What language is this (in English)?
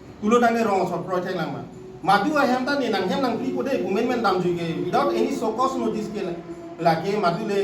Karbi